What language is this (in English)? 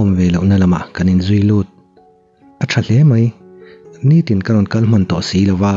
Mizo